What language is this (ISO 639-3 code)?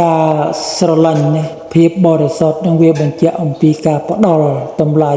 khm